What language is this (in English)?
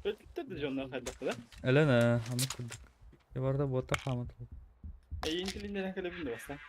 Yakut